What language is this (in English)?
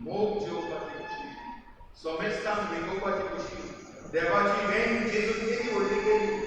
Konkani